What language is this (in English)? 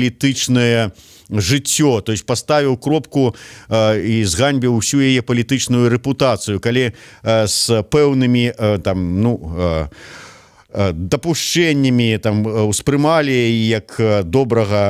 Belarusian